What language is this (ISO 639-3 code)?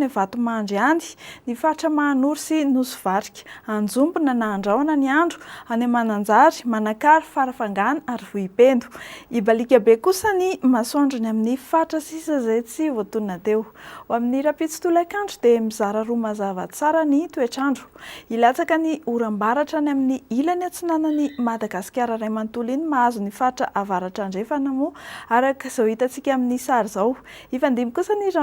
mlg